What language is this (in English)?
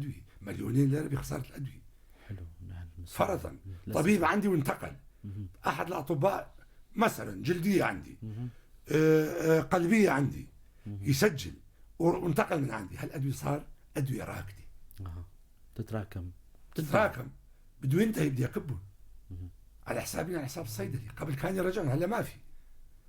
North Levantine Arabic